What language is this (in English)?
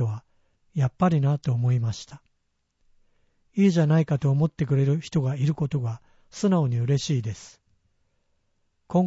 Japanese